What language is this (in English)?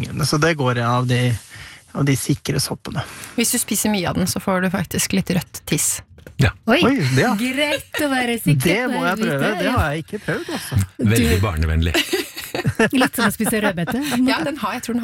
Norwegian